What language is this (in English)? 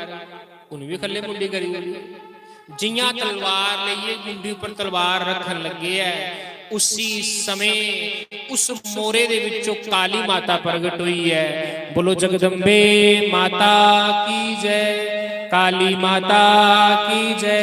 Dogri